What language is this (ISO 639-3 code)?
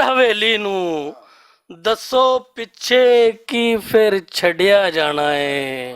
lah